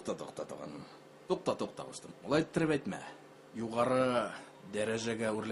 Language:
Bashkir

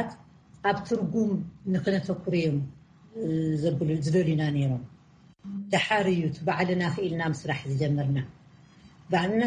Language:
Tigrinya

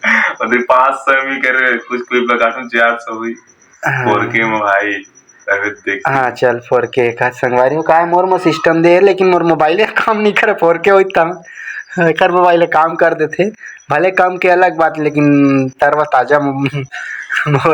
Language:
Chhattisgarhi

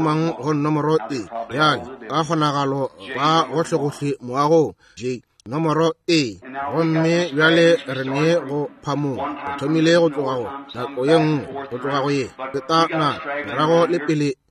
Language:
Northern Sotho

